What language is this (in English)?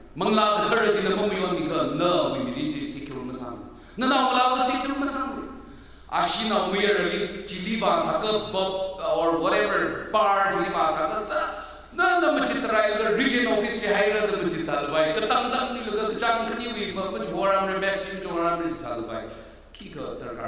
Tangkhul Naga (India)